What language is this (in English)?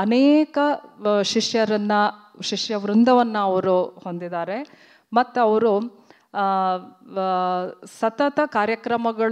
Kannada